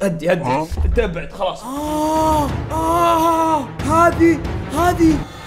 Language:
Arabic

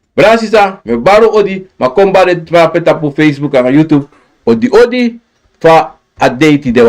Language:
Sranan Tongo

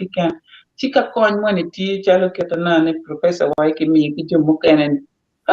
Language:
Acoli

